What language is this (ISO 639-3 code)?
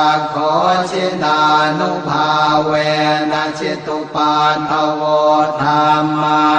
pli